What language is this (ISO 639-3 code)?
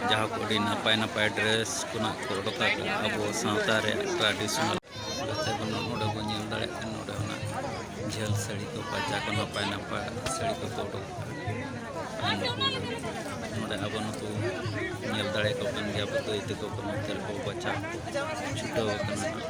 sat